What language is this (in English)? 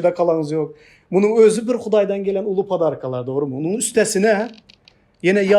Turkmen